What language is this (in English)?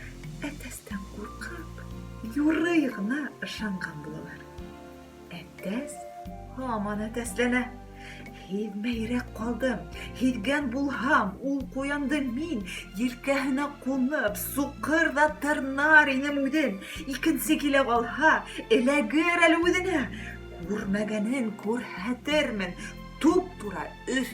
Bashkir